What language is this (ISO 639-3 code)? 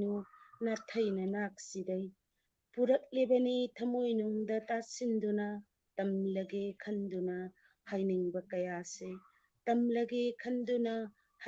mni